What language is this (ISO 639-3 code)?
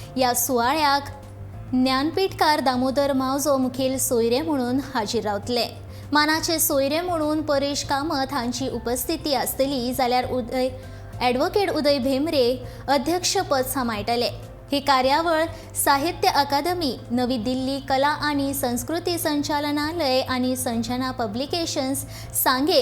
kok